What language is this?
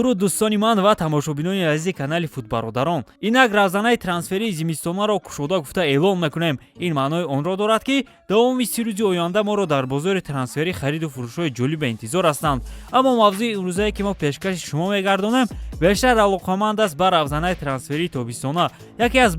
Tajik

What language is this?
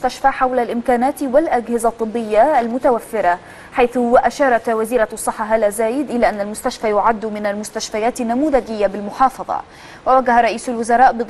Arabic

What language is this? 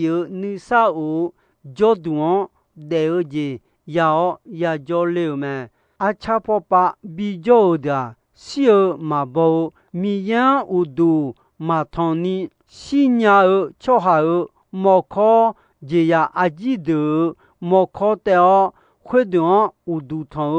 Akha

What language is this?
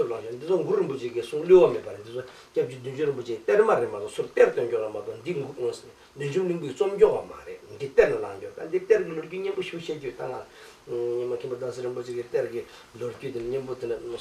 Tibetan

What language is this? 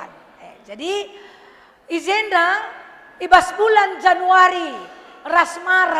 Batak Karo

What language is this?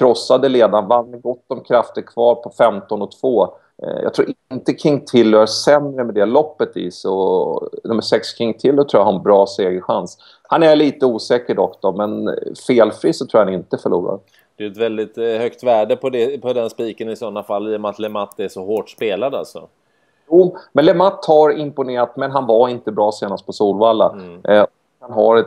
Swedish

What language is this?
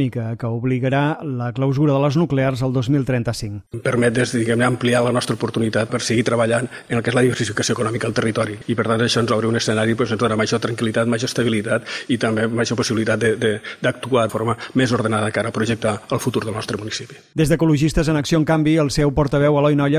Catalan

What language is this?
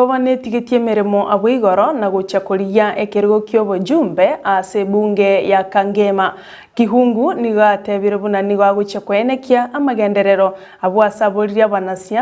Gusii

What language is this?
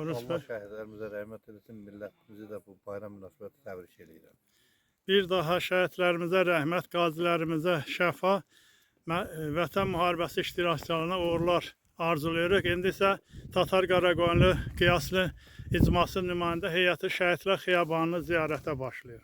Azerbaijani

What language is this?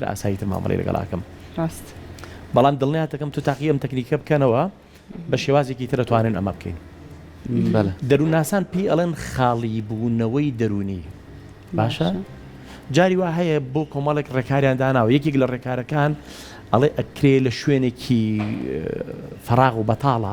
Central Kurdish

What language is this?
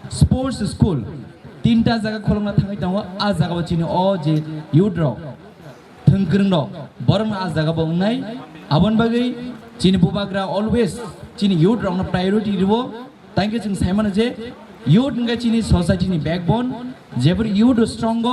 Kok Borok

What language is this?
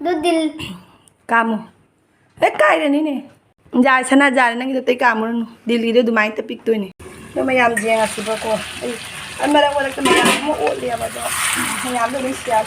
Manipuri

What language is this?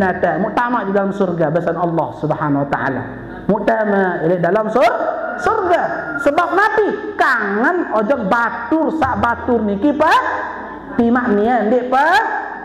Sasak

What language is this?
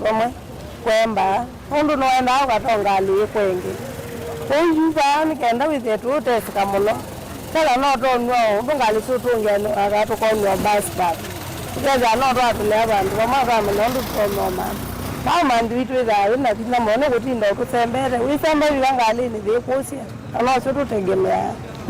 Kamba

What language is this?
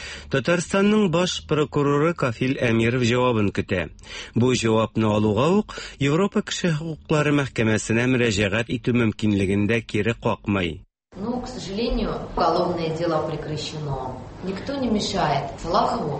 Tatar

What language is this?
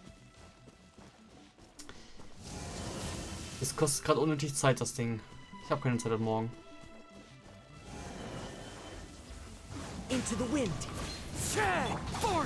German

